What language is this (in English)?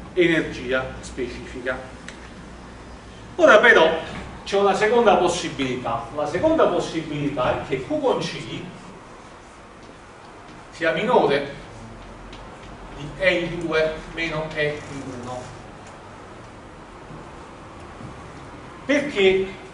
Italian